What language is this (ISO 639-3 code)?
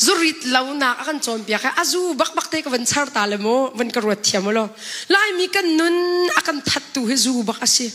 cnh